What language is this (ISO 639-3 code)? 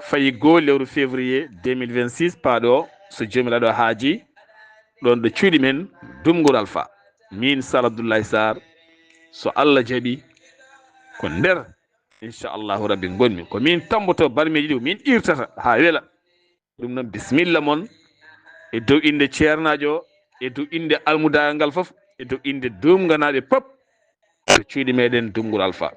ful